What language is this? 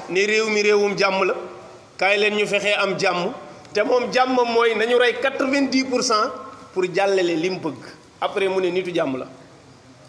Wolof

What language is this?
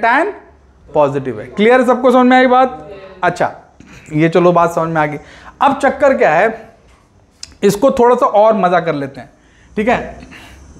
Hindi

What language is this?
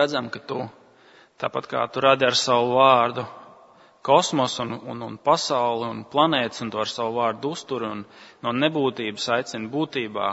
Latvian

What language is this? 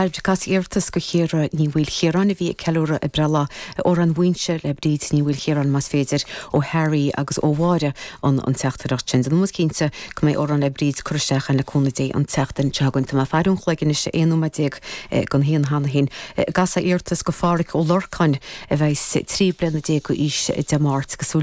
Irish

